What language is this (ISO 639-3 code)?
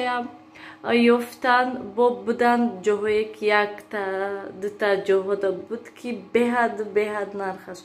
tgk